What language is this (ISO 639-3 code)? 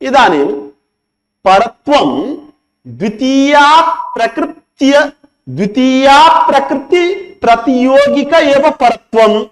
san